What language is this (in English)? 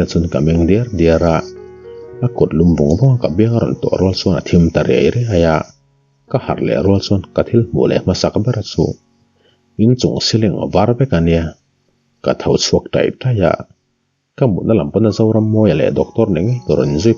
Mizo